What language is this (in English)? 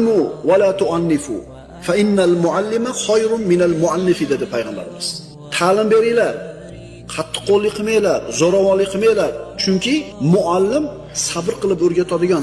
Uzbek